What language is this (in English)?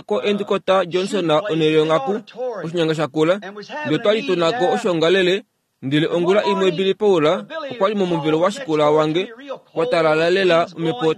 Kuanyama